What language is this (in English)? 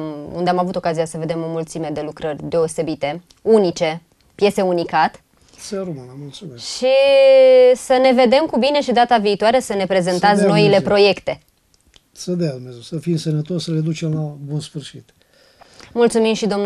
Romanian